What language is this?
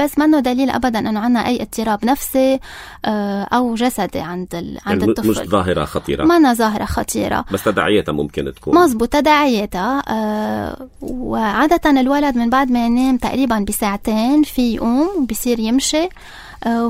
North Levantine Arabic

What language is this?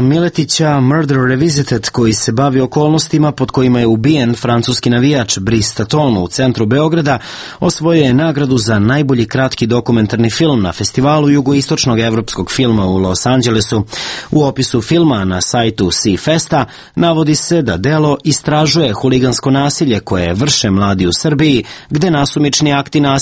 Serbian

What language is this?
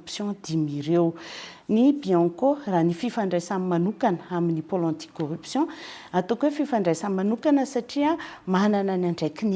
Malagasy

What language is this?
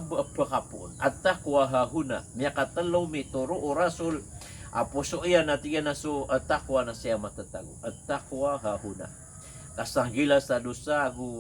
Maranao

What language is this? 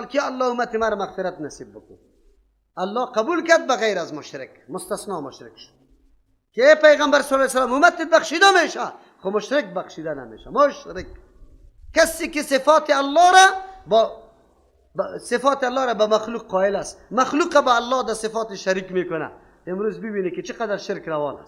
Persian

